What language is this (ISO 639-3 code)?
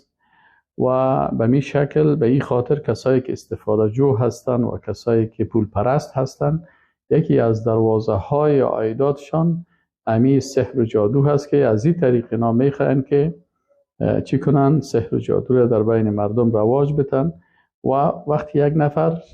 fas